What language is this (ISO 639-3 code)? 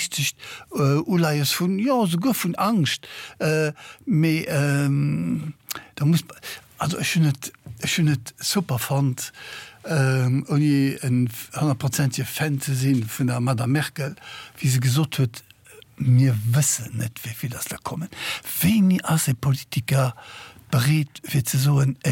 ltz